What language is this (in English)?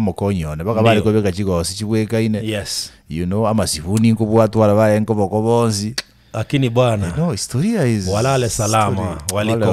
Gusii